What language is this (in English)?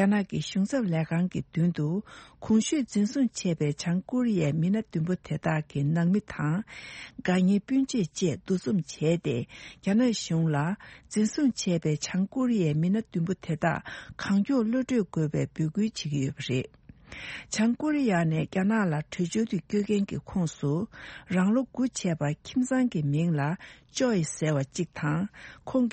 Tibetan